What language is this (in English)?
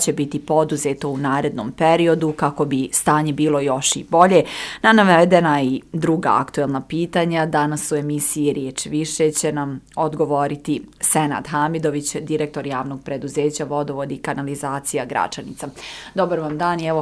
Croatian